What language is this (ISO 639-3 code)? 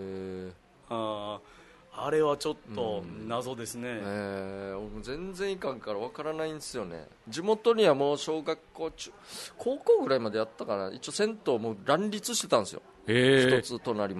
jpn